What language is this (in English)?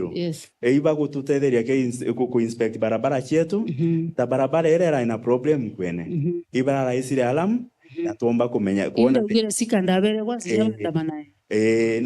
Meru